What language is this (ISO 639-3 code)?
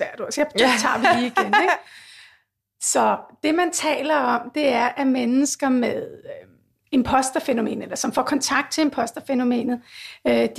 dan